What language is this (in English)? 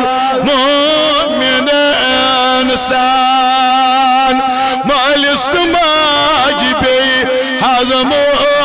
Kashmiri